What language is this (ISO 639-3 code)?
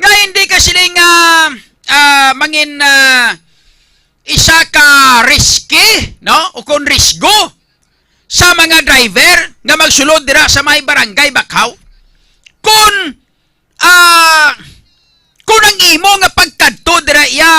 hil